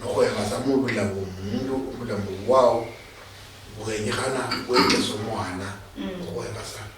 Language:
Luyia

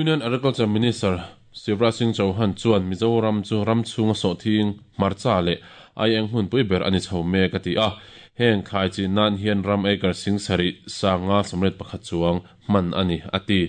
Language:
Mizo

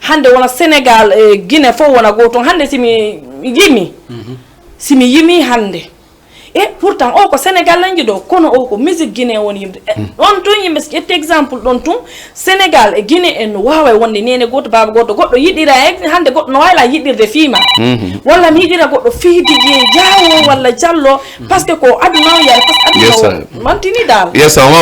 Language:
Fula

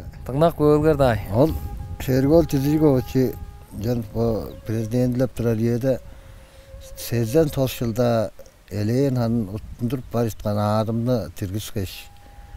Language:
Tuvinian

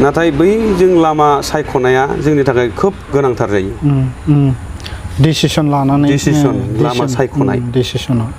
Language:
Bodo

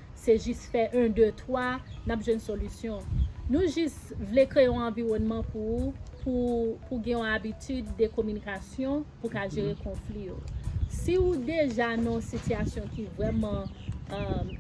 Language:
Haitian Creole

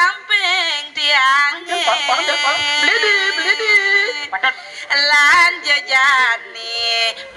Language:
Balinese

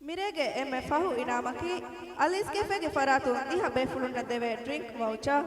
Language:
Divehi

